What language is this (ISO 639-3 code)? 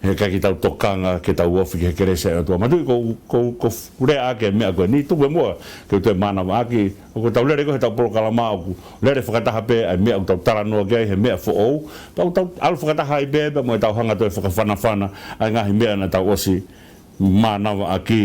ton